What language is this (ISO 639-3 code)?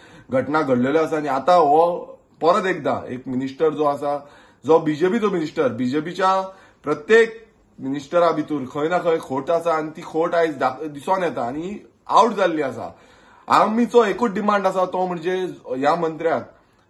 kok